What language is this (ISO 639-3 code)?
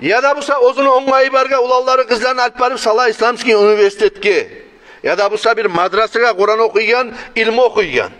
kum